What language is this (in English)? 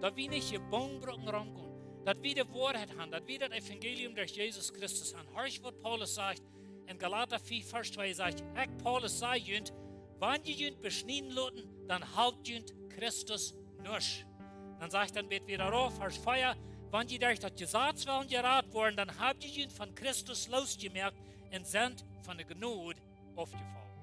Plautdietsch